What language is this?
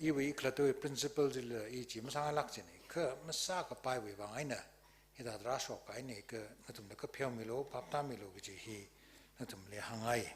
Tangkhul Naga (India)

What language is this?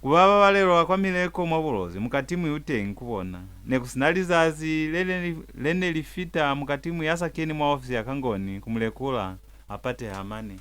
Lozi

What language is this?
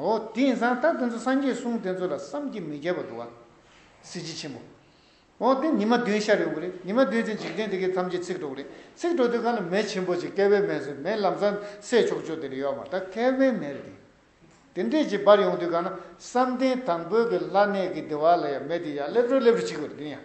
Tibetan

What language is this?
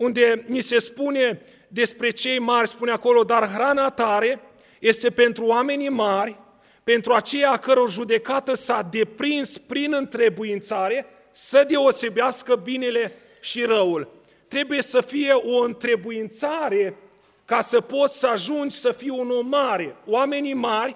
Romanian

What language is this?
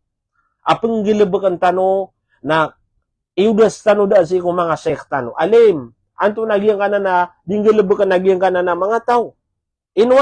Maranao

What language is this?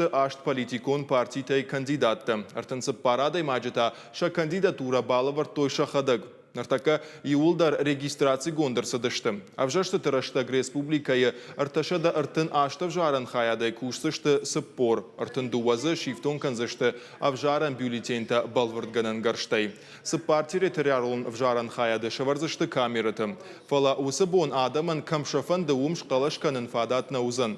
Ossetic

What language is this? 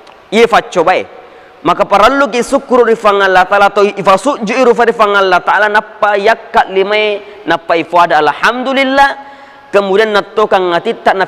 Buginese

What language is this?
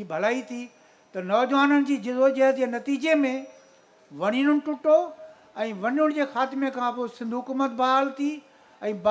Sindhi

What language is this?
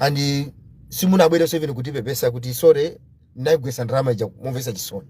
Nyanja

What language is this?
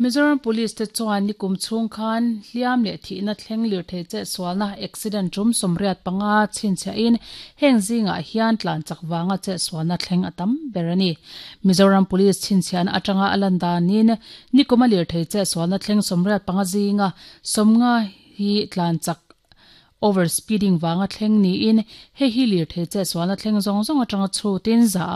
Mizo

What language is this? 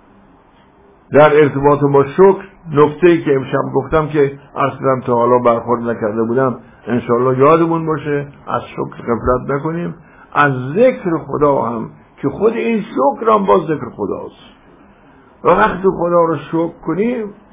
Persian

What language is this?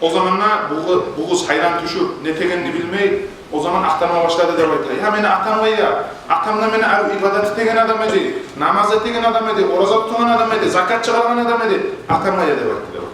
Kumyk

